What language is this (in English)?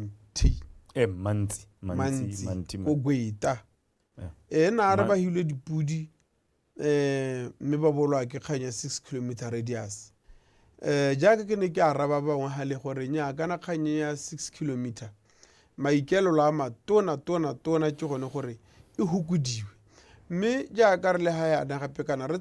Tswana